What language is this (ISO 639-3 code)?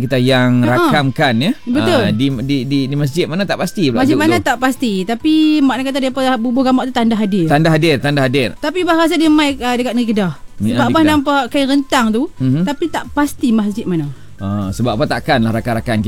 msa